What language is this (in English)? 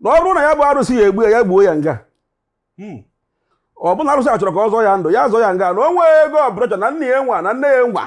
Igbo